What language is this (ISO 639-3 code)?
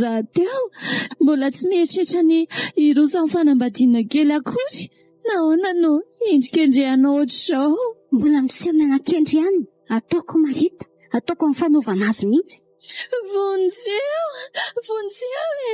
mlg